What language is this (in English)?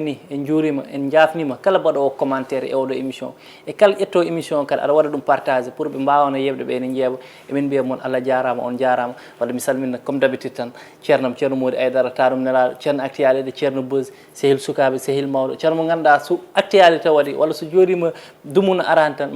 Fula